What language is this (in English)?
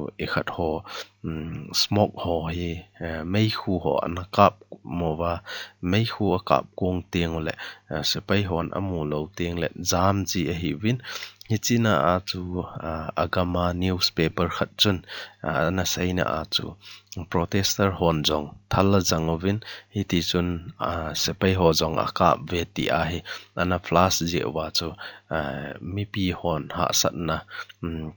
Thado Chin